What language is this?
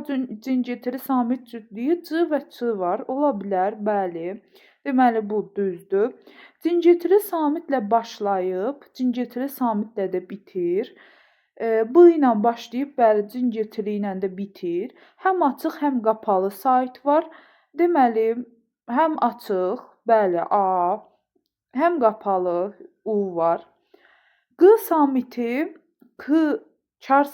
Azerbaijani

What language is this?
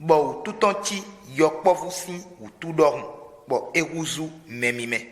Fon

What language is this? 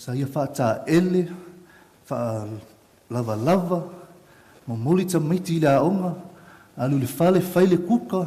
Samoan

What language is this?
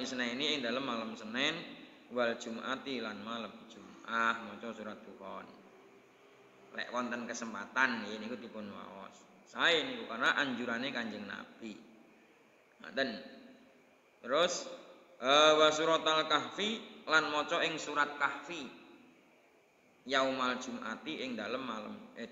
Javanese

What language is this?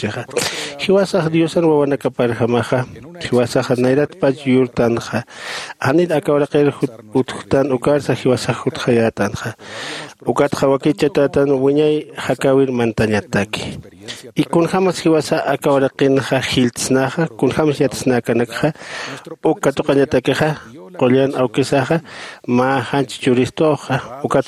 Aymara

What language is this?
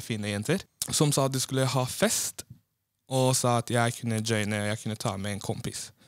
Norwegian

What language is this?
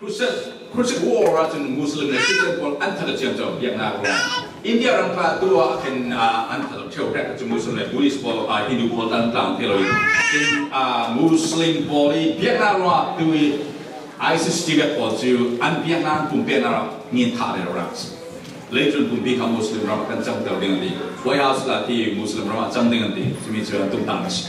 Falam Chin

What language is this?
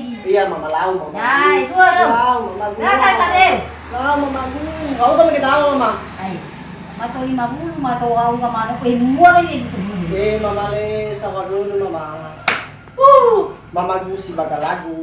Nias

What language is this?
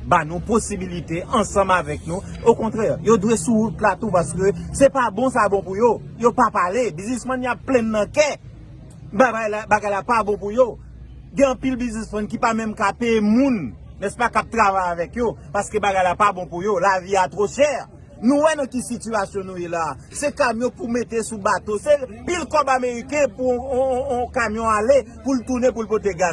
Haitian Creole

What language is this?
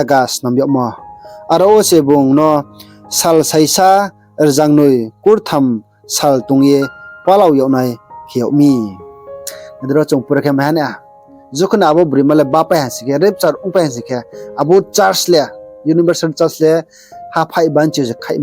Riang (India)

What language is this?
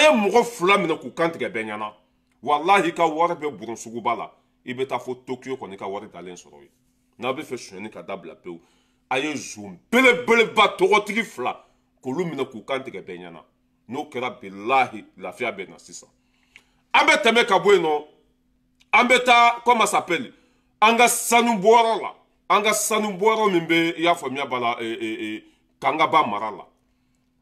Bambara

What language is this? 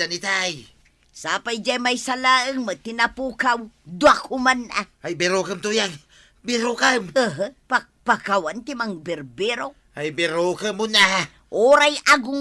Iloko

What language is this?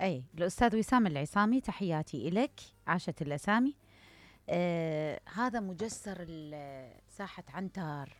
Mesopotamian Arabic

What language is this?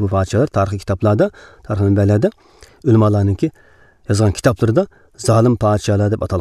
Uyghur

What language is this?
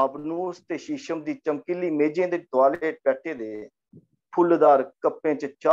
Dogri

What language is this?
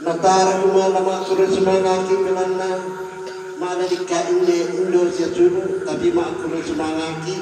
Toraja-Sa'dan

